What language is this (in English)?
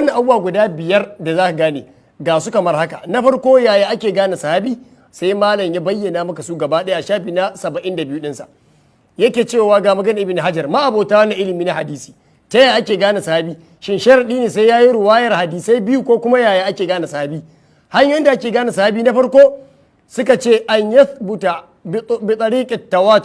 Hausa